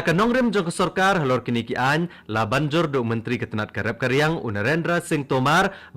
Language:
Khasi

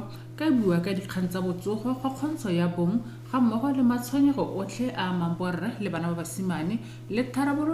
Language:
Tswana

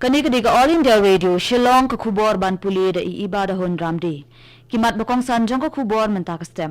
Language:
Khasi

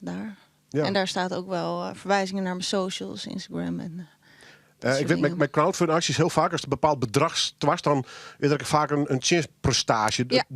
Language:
Western Frisian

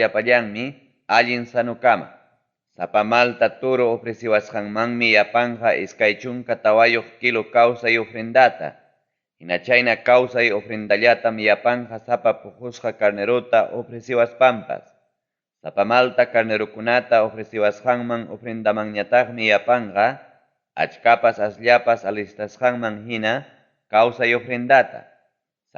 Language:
Ayacucho Quechua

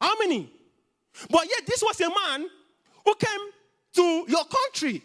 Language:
English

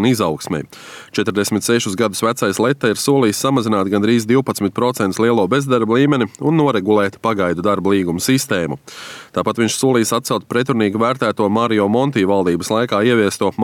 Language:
Latvian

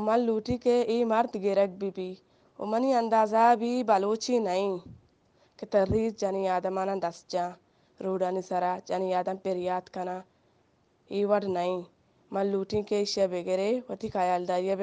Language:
Eastern Balochi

